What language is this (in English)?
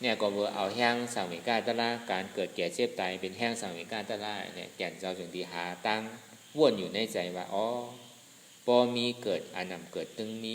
Shan